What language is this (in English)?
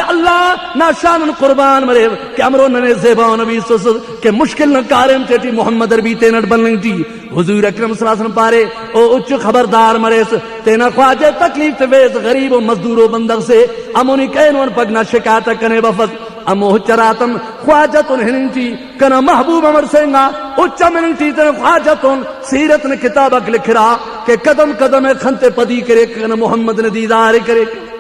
Brahui